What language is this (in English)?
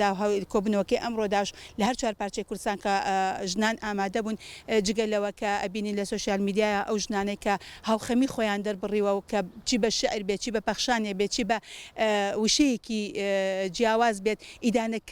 Central Kurdish